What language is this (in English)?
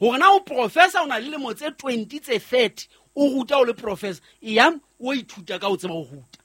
Southern Sotho